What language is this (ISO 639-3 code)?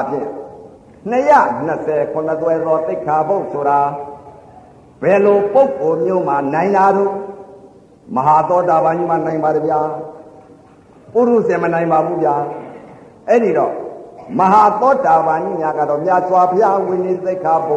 mya